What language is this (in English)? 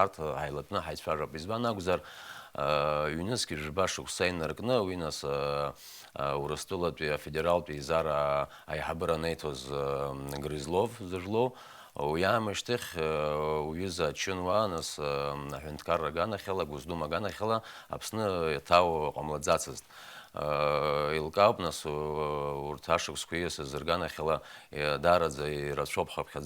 Abkhazian